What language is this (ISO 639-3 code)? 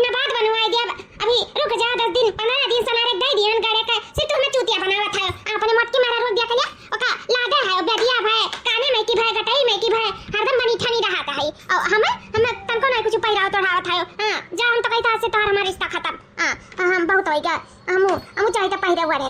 awa